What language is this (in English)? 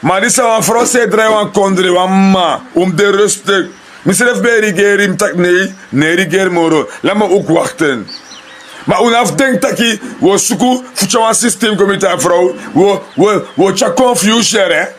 Sranan Tongo